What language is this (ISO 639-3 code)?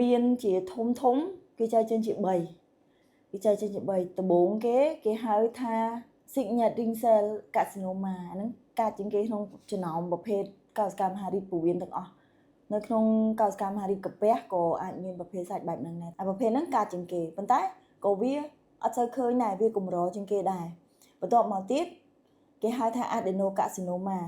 khm